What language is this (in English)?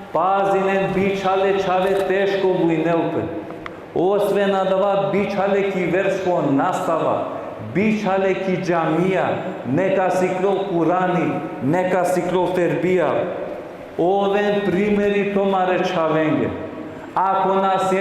Balkan Romani